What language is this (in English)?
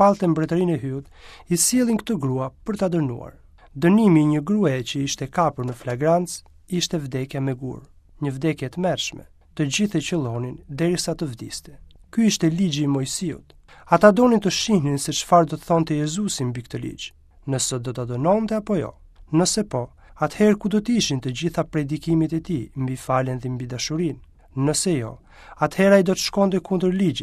Albanian